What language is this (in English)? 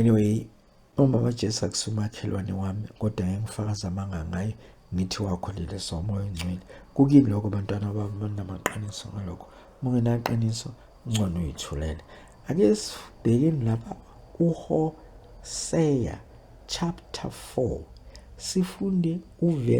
Zulu